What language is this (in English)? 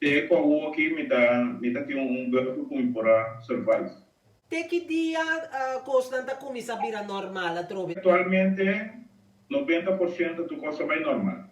Papiamento